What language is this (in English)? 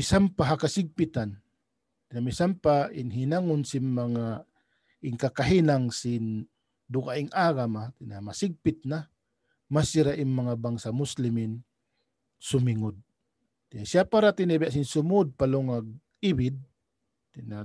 Tausug